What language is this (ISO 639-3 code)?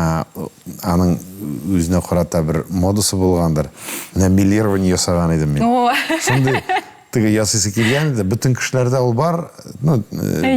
tat